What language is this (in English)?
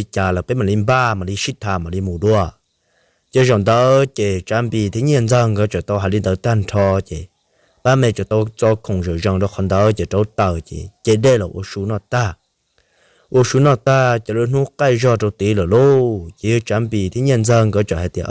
Hmong